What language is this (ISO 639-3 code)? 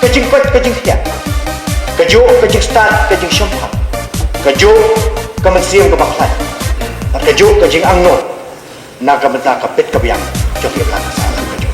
kha